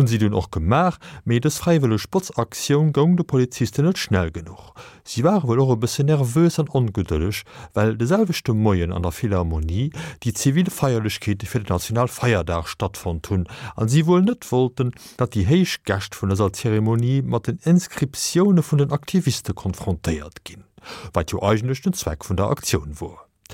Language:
Luxembourgish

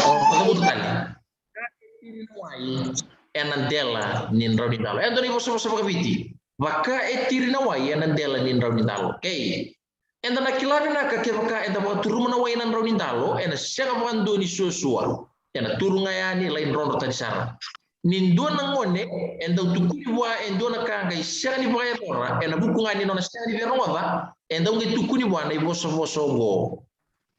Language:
Fijian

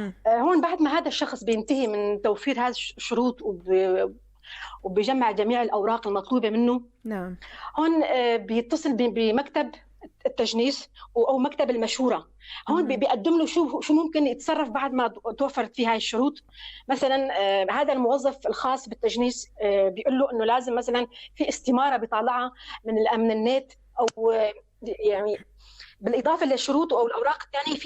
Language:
North Levantine Arabic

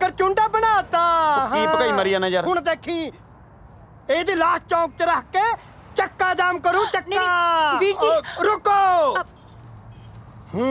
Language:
Punjabi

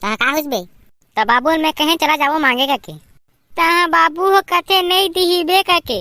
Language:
Chhattisgarhi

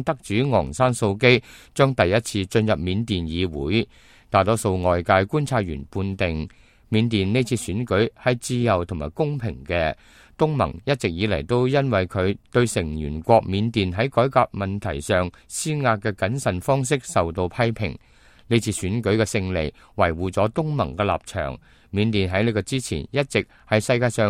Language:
Cantonese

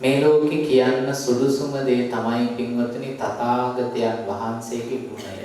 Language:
Sinhala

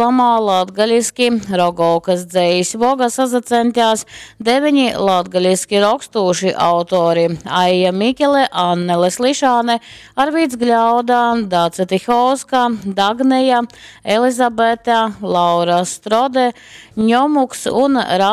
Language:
Latgalian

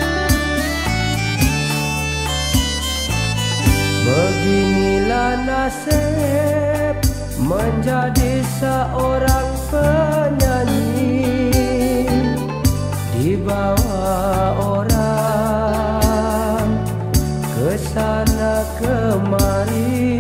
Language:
Malay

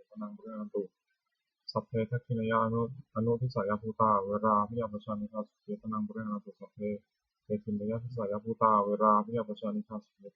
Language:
Pali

